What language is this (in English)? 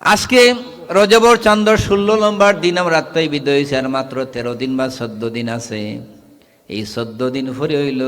Sylheti